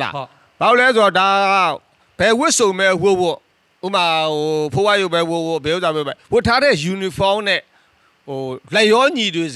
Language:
Burmese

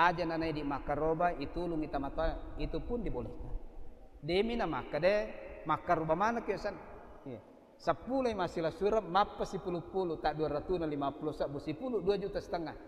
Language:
Buginese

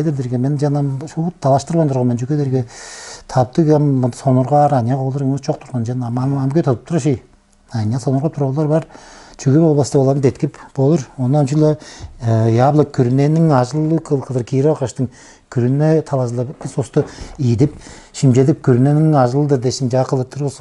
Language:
Tuvinian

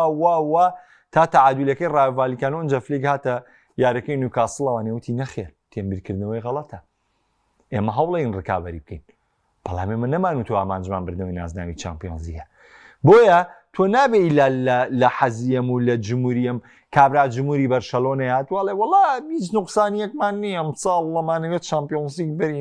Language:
Central Kurdish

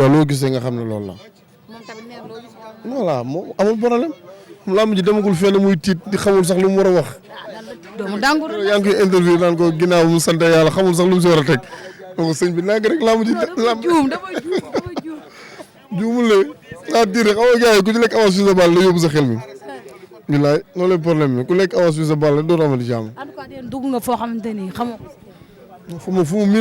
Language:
Wolof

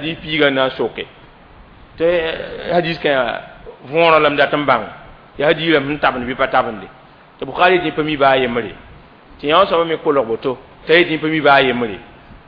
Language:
Mossi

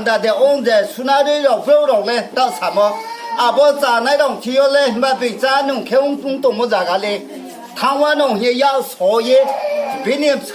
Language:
Riang (India)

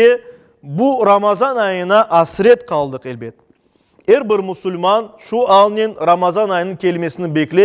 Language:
Crimean Tatar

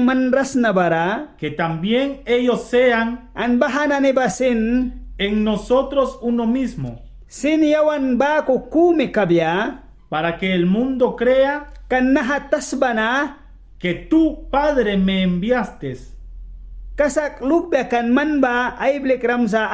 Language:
Mískito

